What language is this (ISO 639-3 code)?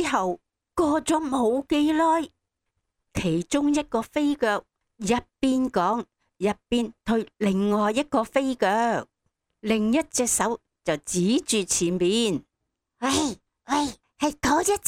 yue